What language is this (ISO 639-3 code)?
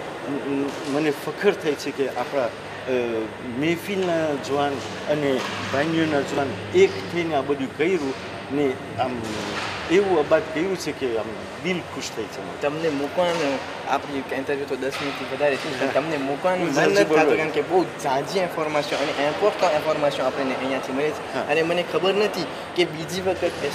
guj